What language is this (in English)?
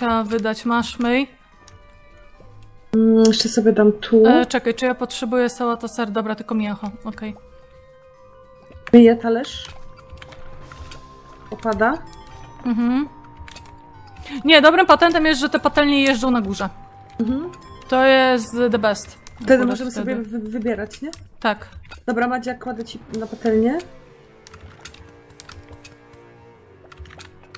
Polish